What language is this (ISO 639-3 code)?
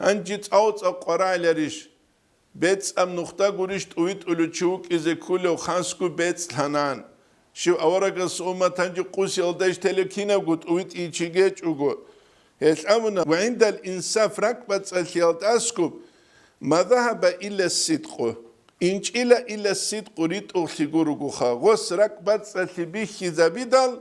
ava